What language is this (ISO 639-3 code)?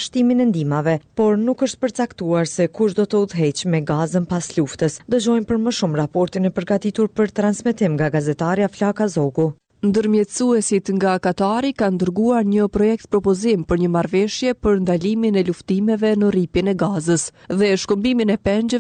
sqi